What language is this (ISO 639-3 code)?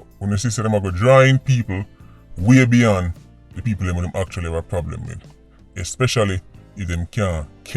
jam